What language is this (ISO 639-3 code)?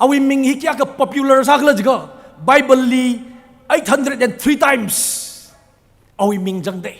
nmf